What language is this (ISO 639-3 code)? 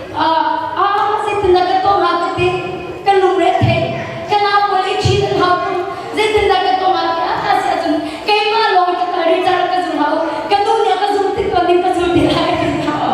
cnh